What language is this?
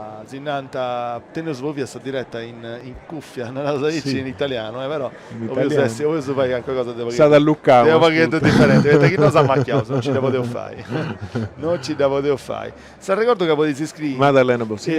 Sardinian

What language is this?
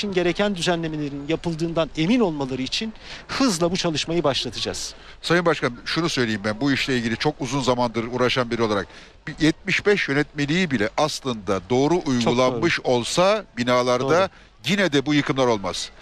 Turkish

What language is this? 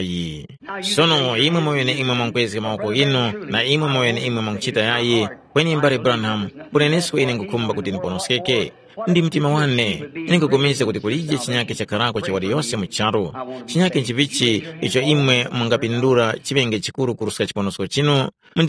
Tumbuka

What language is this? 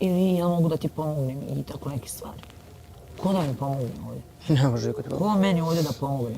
Bosnian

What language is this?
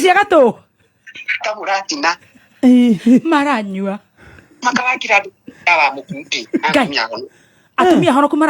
Kikuyu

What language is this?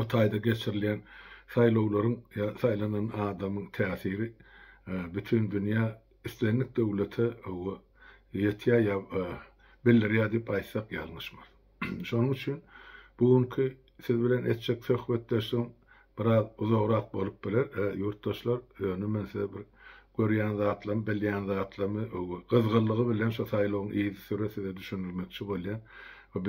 Turkmen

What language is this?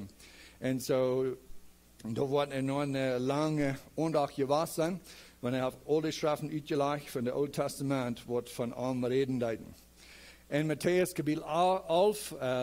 Plautdietsch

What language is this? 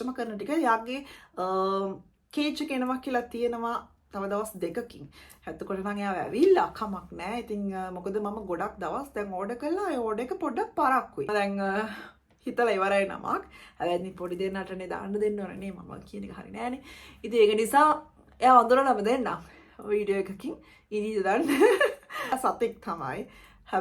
Sinhala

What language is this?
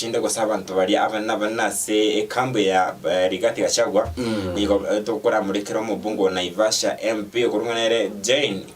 Gusii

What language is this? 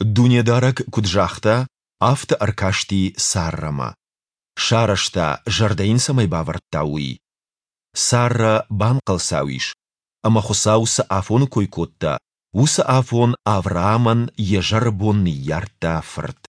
Ossetic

